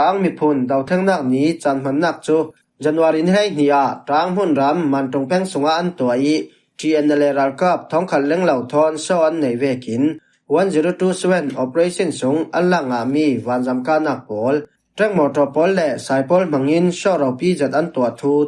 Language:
Falam Chin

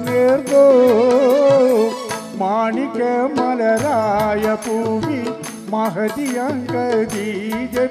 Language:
Malayalam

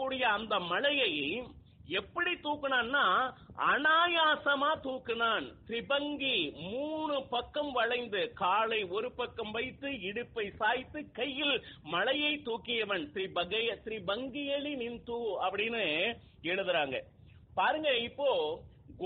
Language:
Tamil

